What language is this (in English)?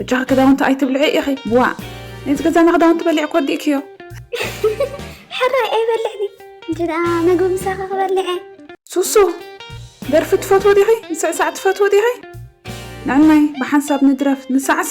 Tigrinya